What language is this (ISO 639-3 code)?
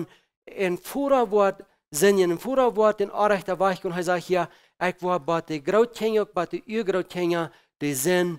pdt